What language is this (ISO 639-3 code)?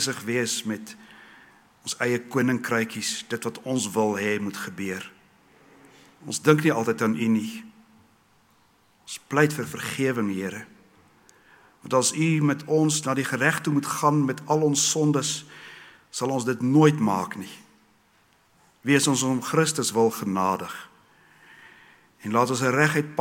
afr